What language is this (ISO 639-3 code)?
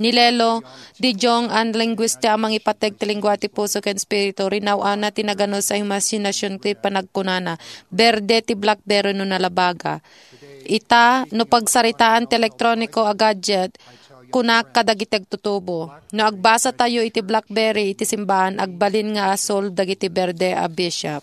ilo